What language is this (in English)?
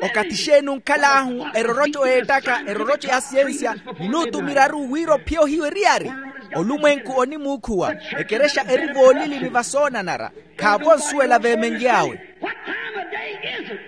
Makhuwa